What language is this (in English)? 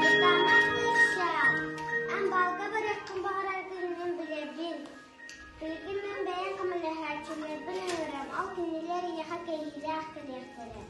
Yakut